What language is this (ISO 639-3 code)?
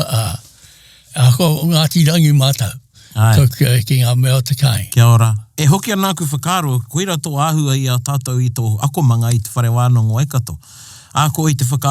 mri